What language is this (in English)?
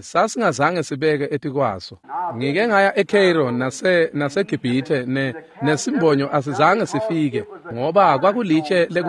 Swati